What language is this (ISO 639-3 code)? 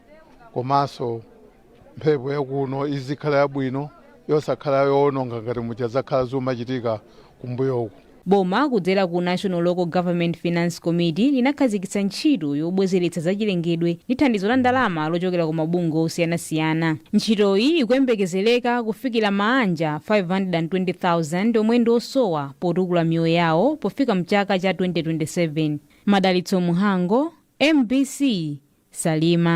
nya